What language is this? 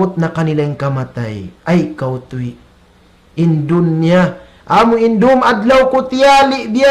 Tausug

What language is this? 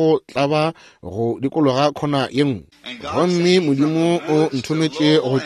Northern Sotho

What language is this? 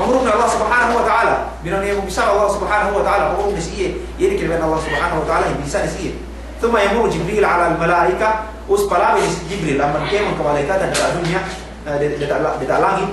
Yakan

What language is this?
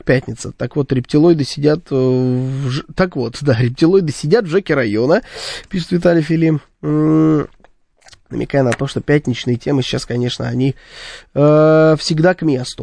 Russian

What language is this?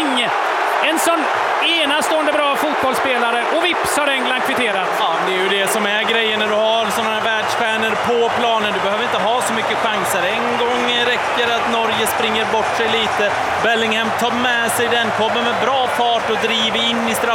Swedish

